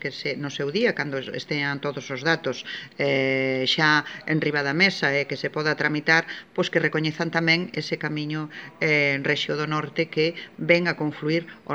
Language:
Galician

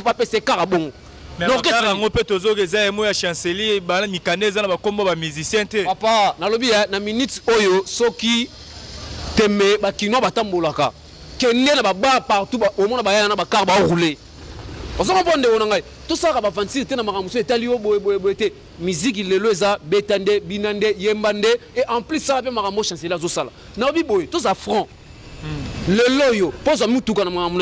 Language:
Lingala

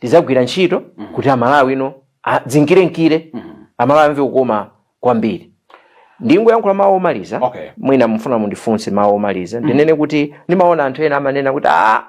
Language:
Nyanja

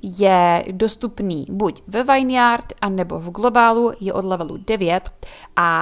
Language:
Czech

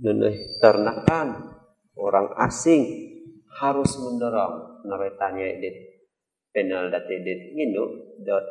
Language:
Central Dusun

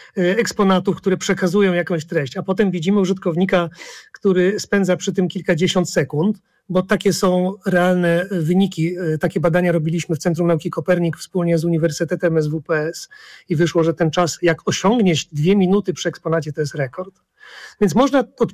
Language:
Polish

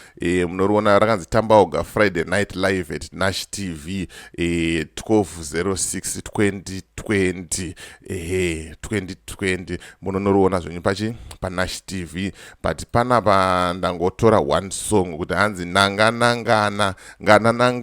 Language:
Shona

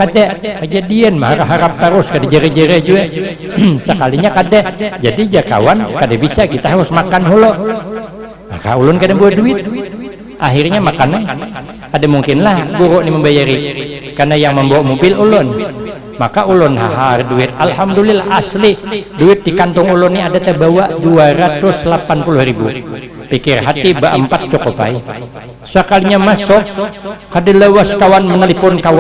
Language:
Banjar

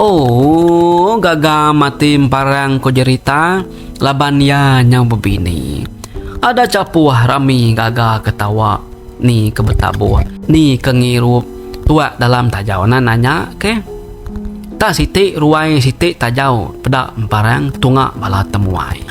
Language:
Iban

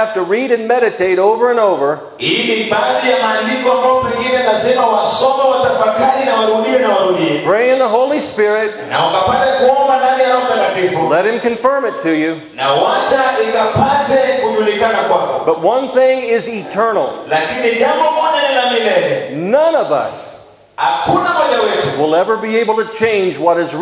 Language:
Swahili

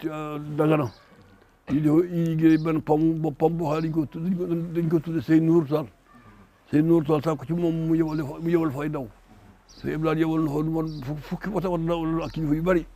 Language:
Wolof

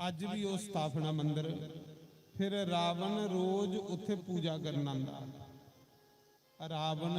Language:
Dogri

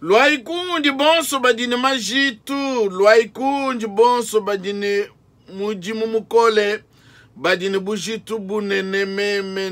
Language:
Luba-Lulua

